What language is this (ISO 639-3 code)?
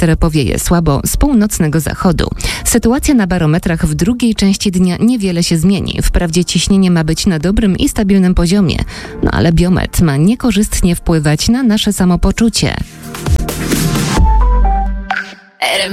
pol